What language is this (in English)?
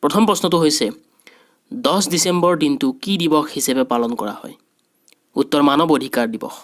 Assamese